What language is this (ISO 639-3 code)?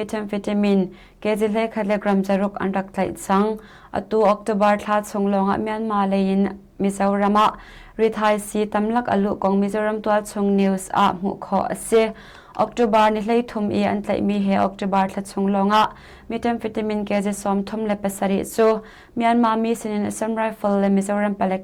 cnh